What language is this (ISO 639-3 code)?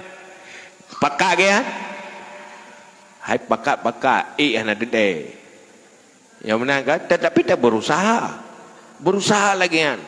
msa